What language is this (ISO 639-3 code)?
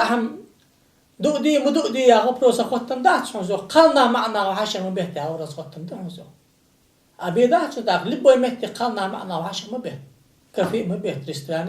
inh